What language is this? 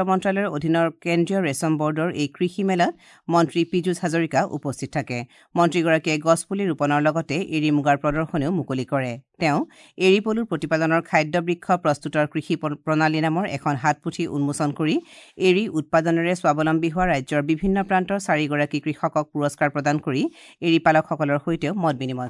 Assamese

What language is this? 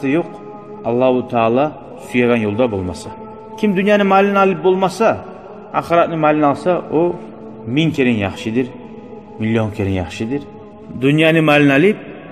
Kumyk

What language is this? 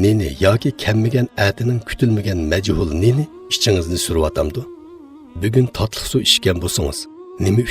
Uyghur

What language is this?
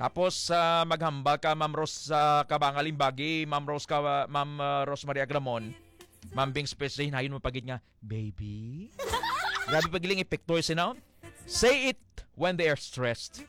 Hiligaynon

